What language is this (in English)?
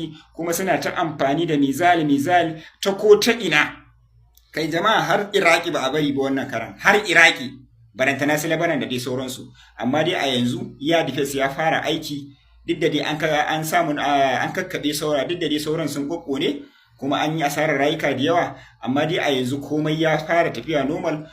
Hausa